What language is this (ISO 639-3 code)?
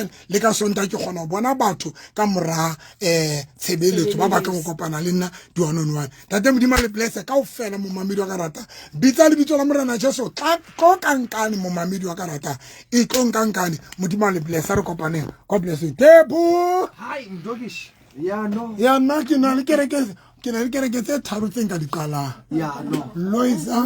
sot